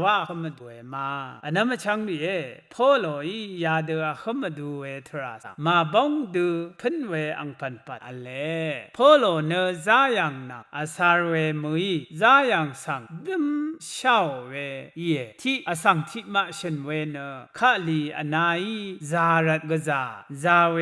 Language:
Rawang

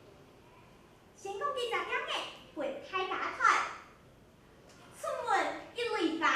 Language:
Hakka Chinese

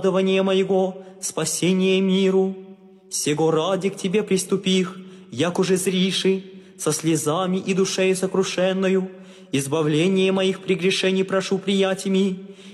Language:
Russian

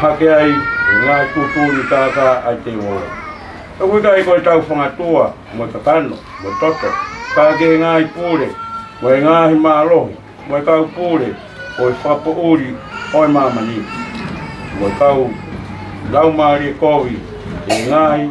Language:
Tongan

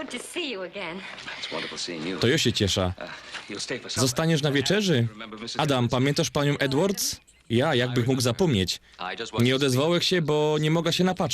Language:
Silesian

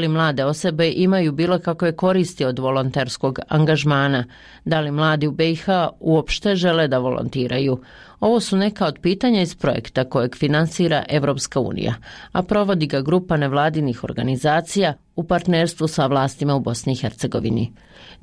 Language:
Bosnian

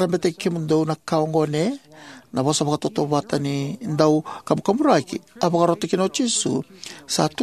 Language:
Fijian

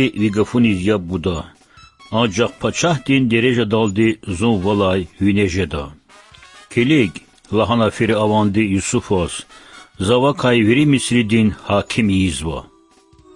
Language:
Lezghian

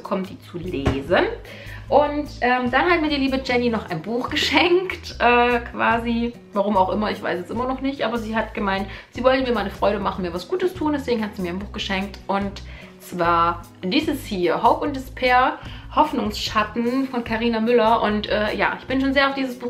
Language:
German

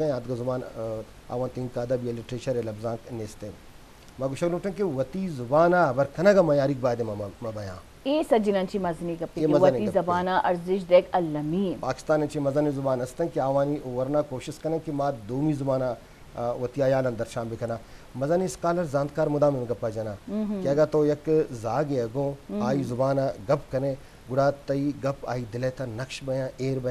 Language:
Eastern Balochi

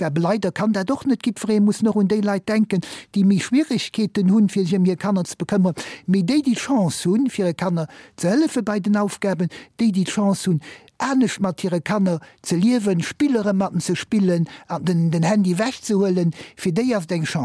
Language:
Luxembourgish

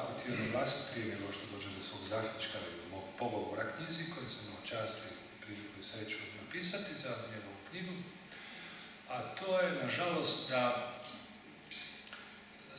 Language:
Croatian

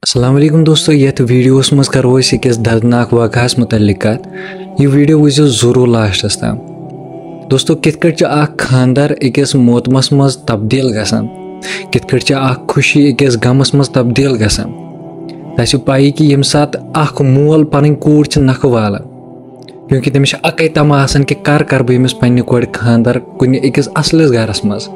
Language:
Kashmiri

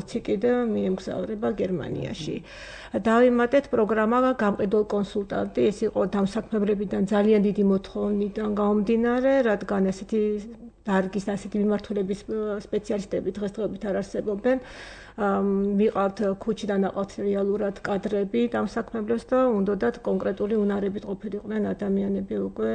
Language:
Georgian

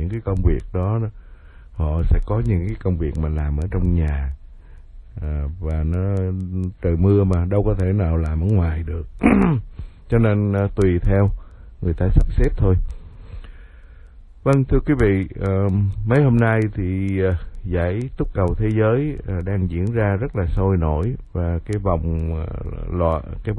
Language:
Vietnamese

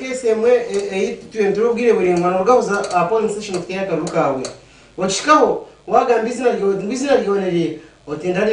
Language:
Nyankole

